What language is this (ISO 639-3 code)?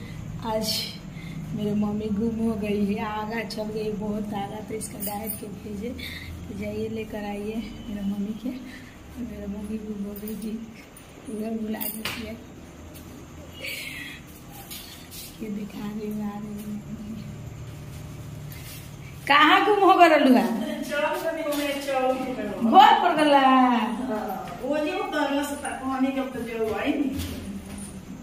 hin